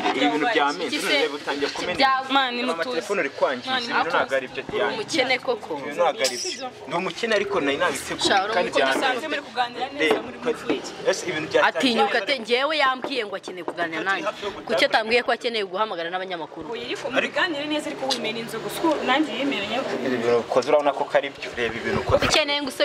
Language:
Kinyarwanda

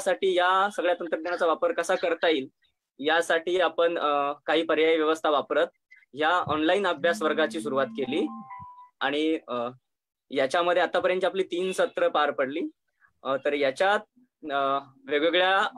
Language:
Marathi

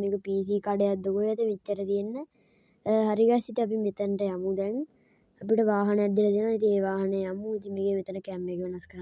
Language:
Sinhala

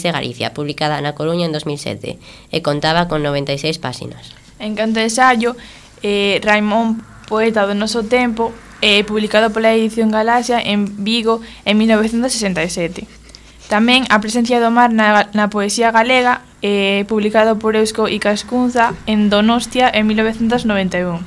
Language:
Galician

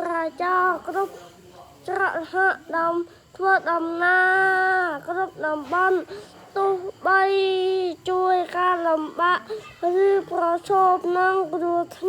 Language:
Khmer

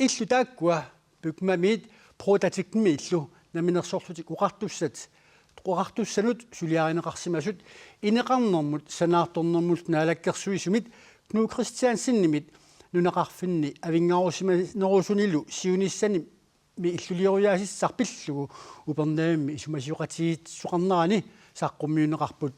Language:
Kalaallisut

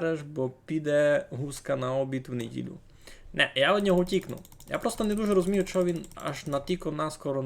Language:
Rusyn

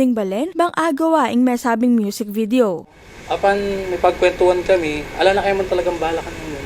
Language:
Pampanga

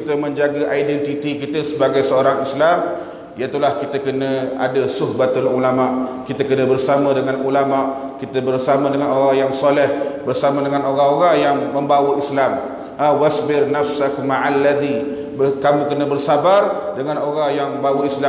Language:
Malay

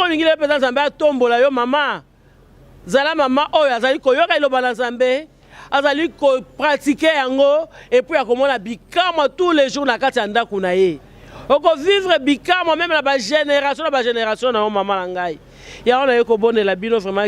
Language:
Lingala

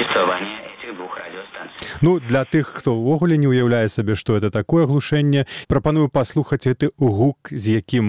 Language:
Belarusian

